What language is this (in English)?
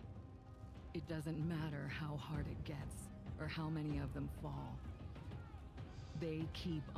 English